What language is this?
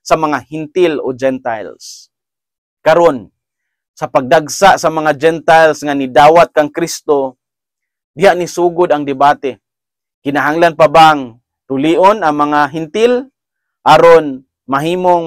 Cebuano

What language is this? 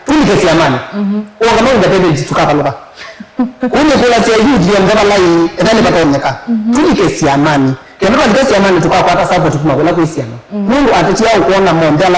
Kamba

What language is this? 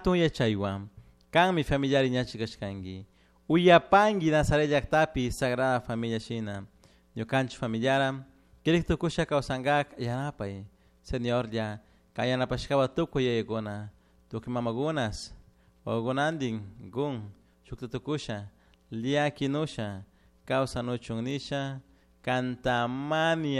Chimborazo Highland Quichua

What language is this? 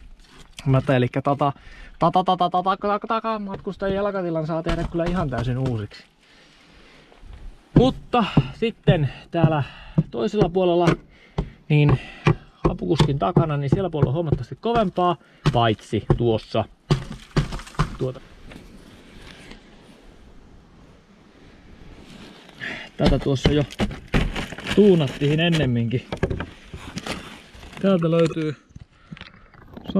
Finnish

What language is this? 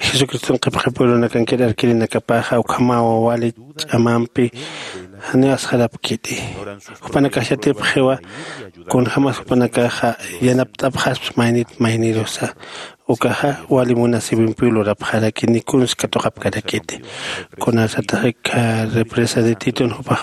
Aymara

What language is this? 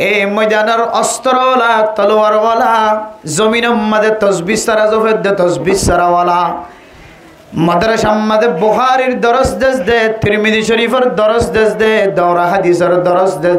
Rohingya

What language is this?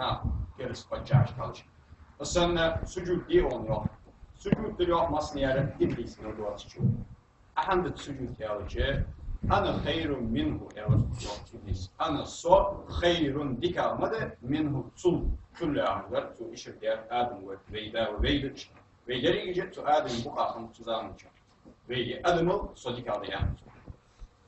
Ingush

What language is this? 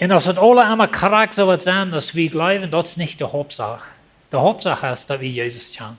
Plautdietsch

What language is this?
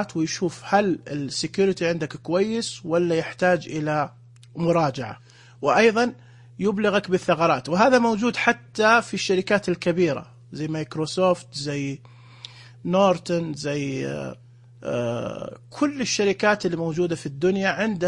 Najdi Arabic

